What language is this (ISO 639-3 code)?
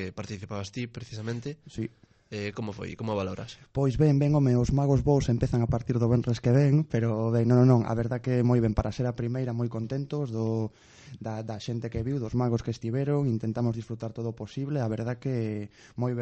glg